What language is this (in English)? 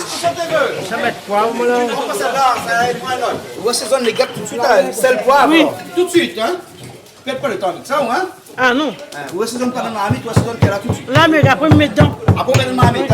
Réunion Creole French